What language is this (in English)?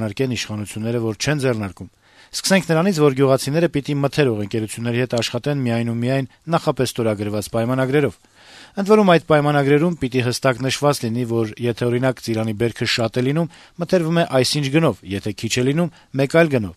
Armenian